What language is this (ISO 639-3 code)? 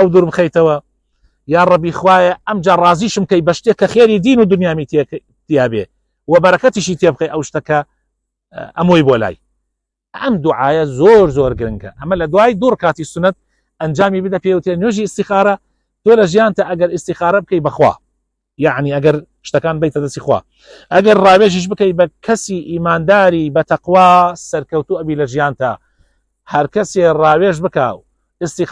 ckb